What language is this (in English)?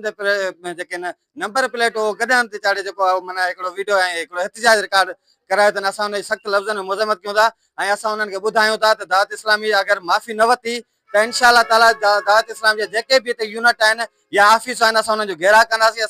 Sindhi